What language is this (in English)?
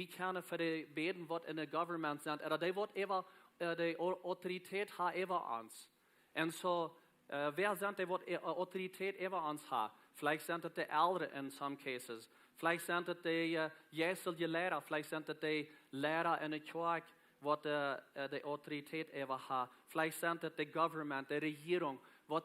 Plautdietsch